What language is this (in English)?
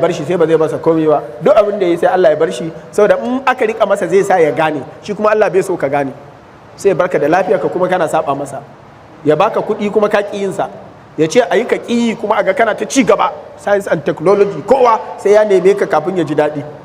Hausa